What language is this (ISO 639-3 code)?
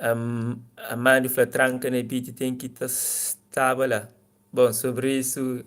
kea